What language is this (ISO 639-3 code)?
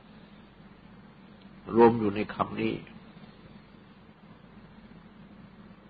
tha